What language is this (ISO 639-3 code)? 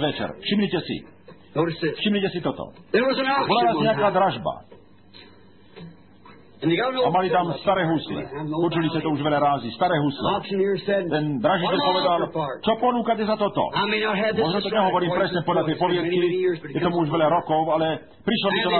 slk